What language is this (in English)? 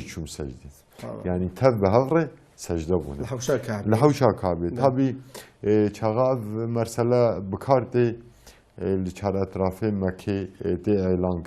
Kurdish